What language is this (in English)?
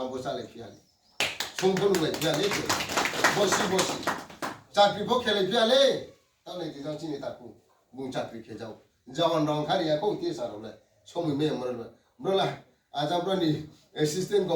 Riang (India)